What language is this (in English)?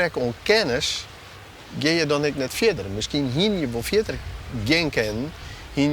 Western Frisian